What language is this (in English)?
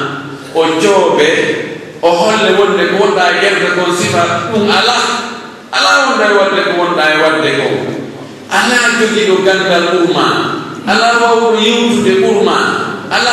Pular